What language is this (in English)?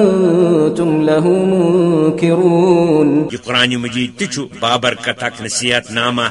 Kashmiri